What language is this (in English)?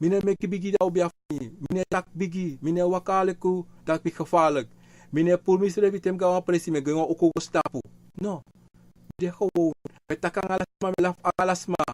Sranan Tongo